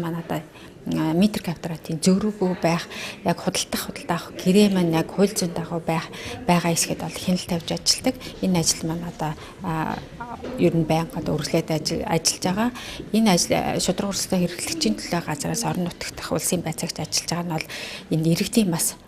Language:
Mongolian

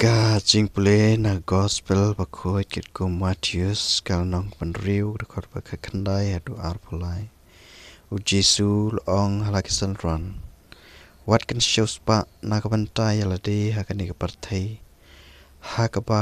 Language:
Khasi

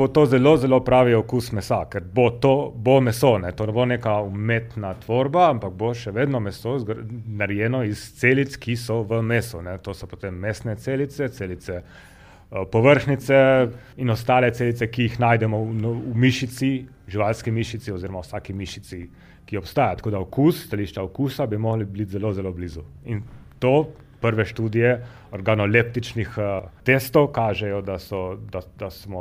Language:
Slovenian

